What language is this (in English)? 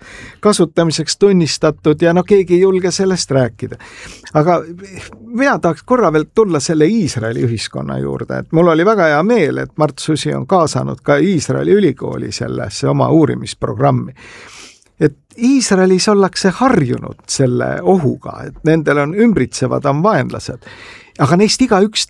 Estonian